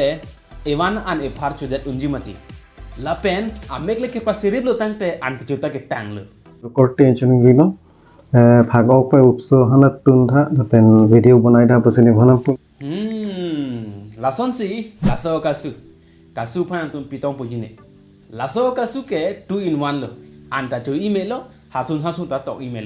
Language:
Karbi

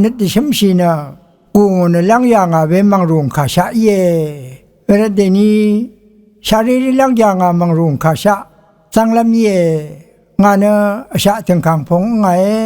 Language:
Rawang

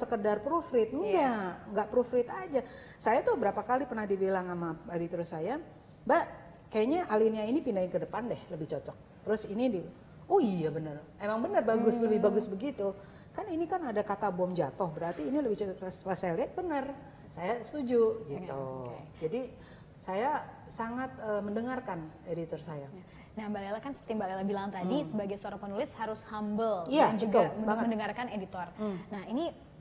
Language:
Indonesian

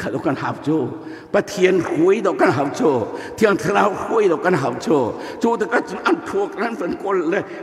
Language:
Hakha Chin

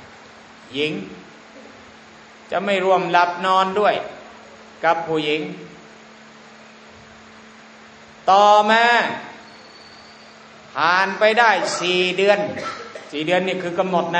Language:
Thai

